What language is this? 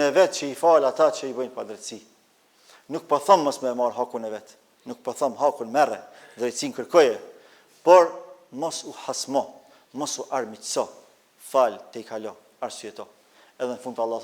Albanian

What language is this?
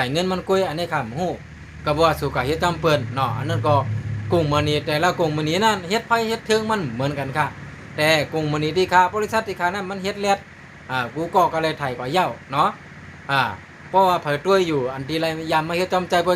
Shan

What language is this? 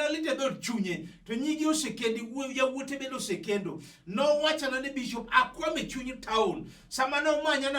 Luo (Kenya and Tanzania)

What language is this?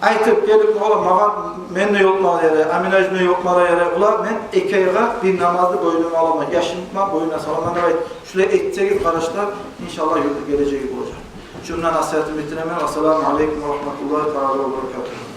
Kumyk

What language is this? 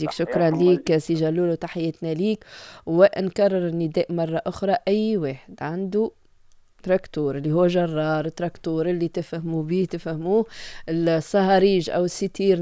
Tunisian Arabic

